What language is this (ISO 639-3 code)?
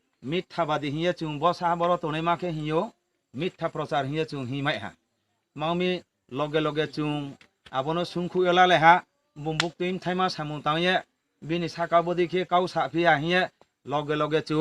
ria